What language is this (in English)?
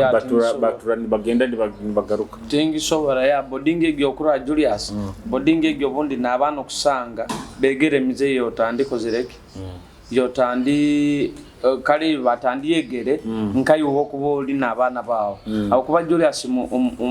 Nyoro